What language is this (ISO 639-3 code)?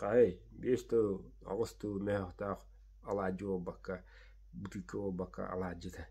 sah